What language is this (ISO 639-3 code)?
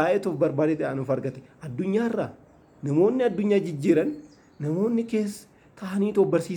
orm